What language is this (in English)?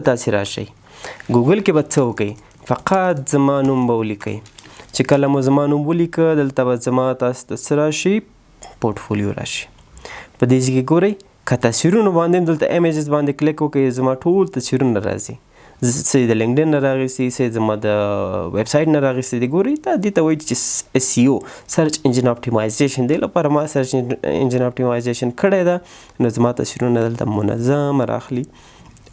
Pashto